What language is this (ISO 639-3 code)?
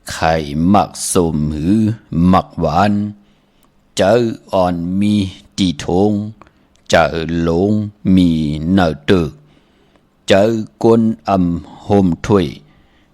shn